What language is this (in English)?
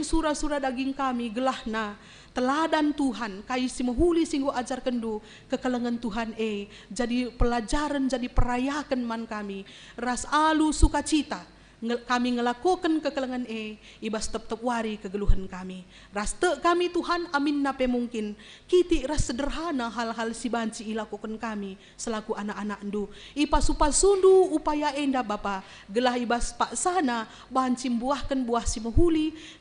Batak Karo